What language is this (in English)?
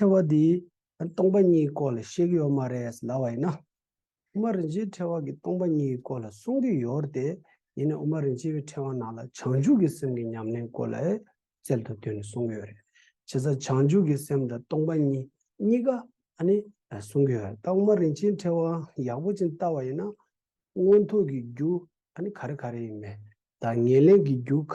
Tibetan